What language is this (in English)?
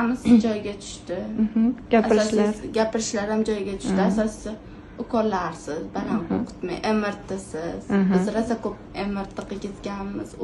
Uzbek